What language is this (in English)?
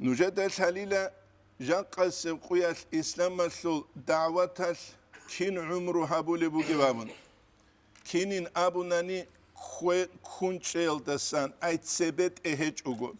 Avaric